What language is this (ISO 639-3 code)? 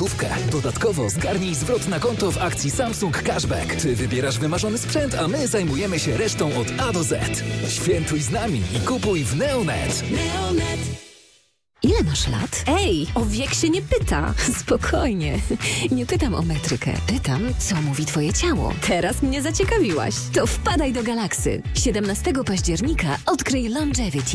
pol